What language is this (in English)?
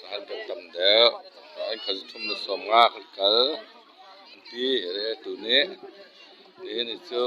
Hakha Chin